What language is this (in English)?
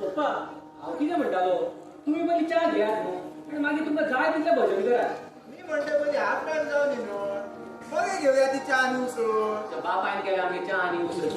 Konkani